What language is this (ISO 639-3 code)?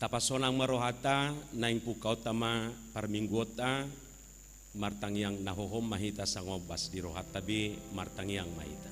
bbc